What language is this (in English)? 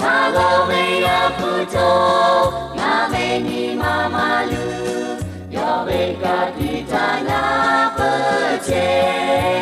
Lahu